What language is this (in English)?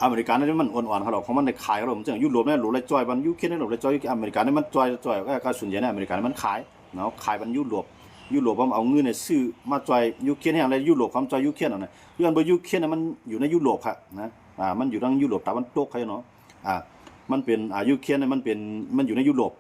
Shan